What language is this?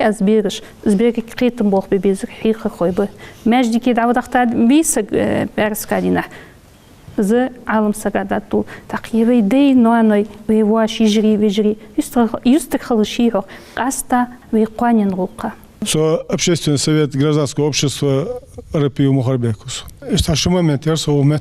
Ingush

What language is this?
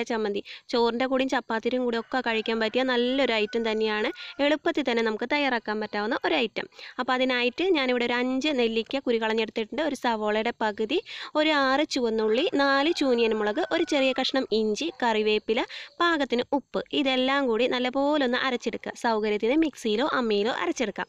Malayalam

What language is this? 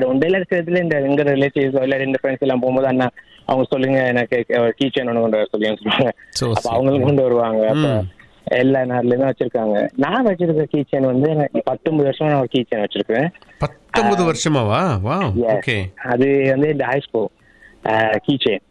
Tamil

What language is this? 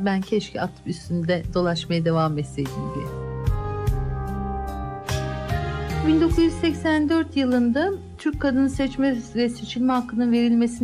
Turkish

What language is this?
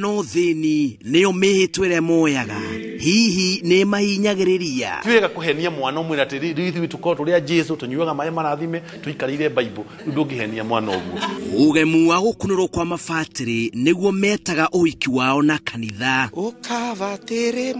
Kikuyu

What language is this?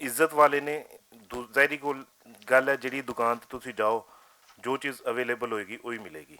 Western Panjabi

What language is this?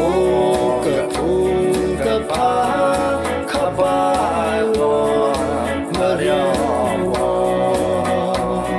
Tangkhul Naga (India)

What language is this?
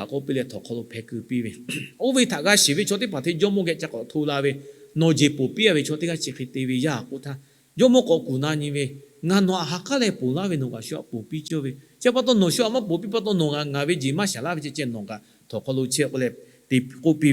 Lahu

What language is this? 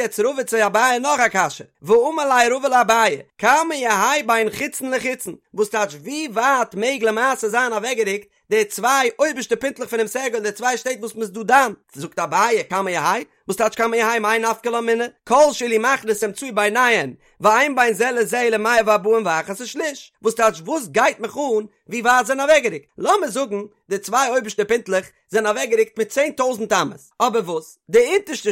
Yiddish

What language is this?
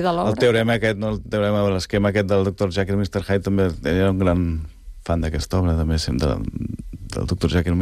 Catalan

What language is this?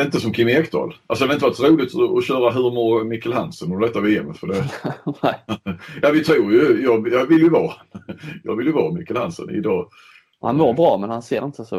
Swedish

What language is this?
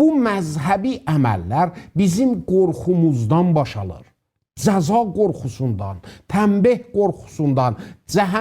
South Azerbaijani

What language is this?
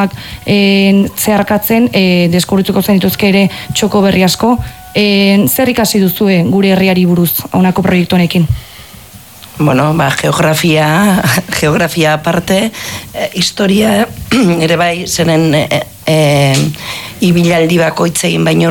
Basque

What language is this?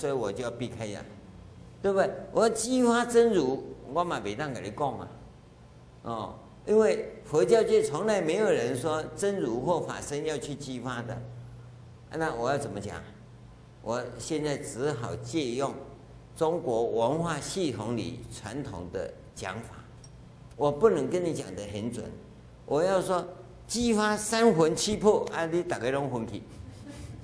Chinese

